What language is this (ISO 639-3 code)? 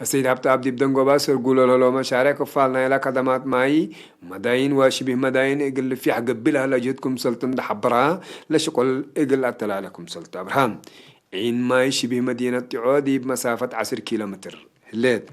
tig